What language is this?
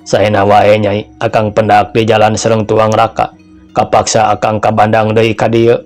Sundanese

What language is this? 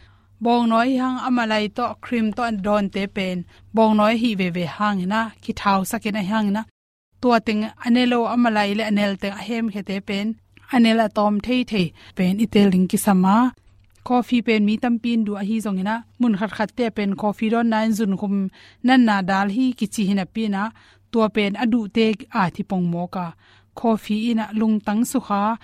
Tedim Chin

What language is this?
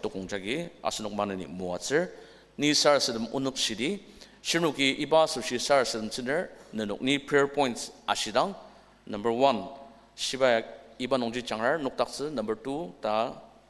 Ao Naga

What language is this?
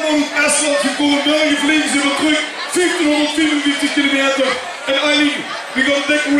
Limburgish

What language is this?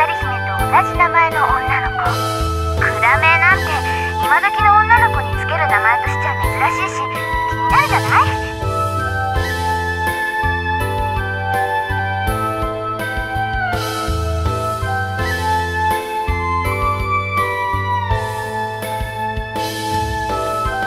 Japanese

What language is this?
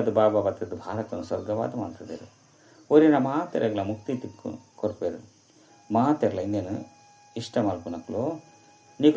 Tulu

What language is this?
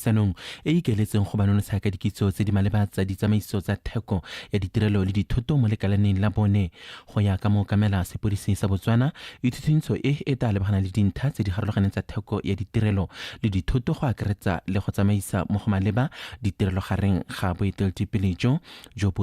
Tswana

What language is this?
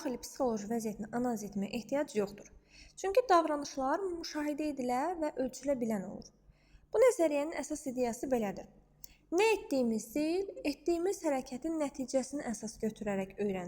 Azerbaijani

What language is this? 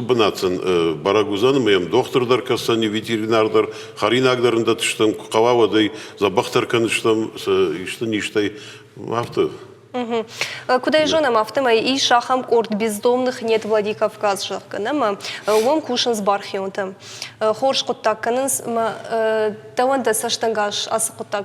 Ossetic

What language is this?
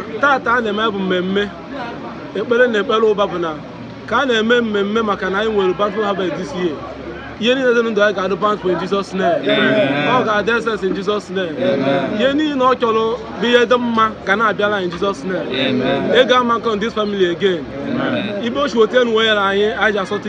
Igbo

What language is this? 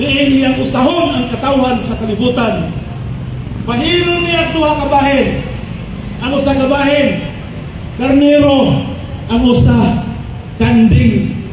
Cebuano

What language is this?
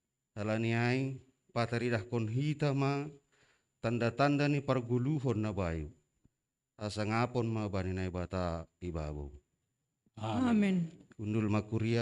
Batak Simalungun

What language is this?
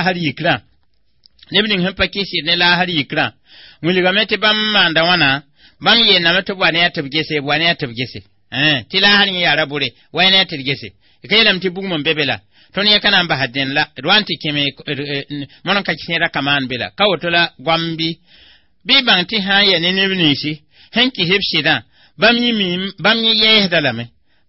Mossi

